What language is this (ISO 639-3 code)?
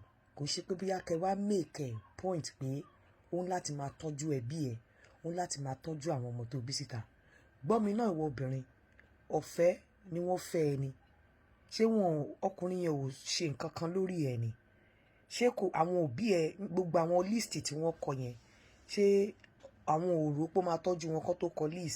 yor